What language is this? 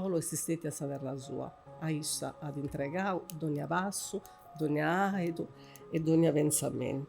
Sardinian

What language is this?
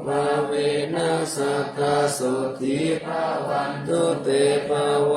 Pali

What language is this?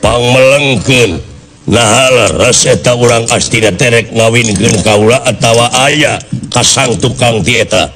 Sundanese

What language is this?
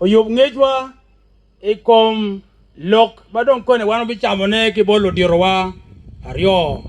Acoli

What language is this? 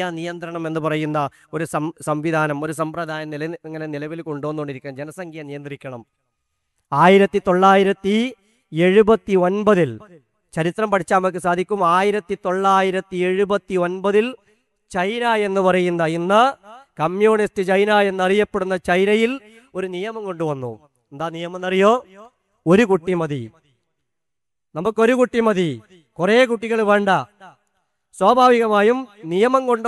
Malayalam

